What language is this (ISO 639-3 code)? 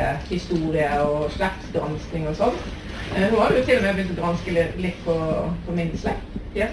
nor